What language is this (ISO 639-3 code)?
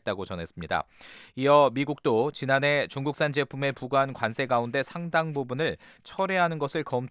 kor